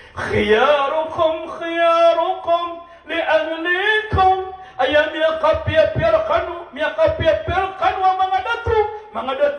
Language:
Maranao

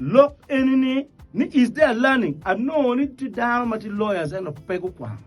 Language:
Acoli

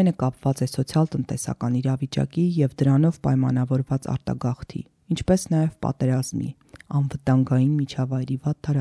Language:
Armenian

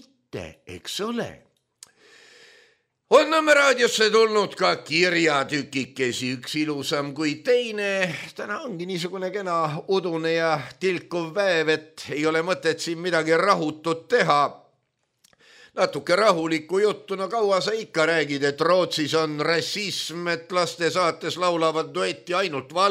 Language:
Estonian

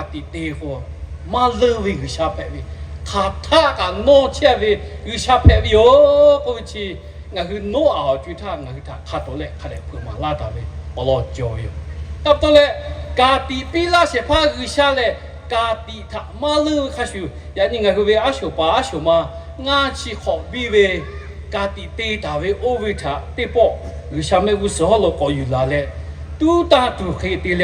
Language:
Lahu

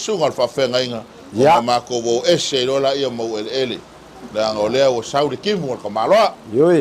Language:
Samoan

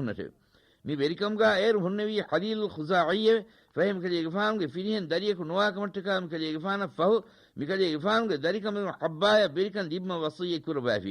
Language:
Divehi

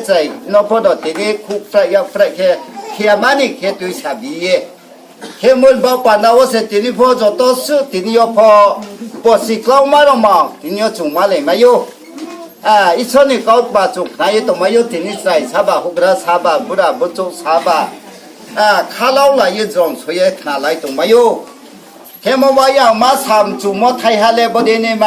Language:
Riang (India)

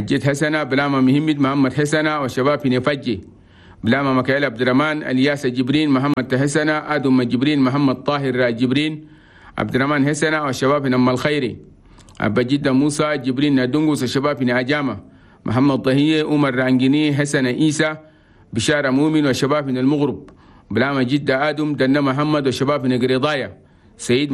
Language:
Chadian Arabic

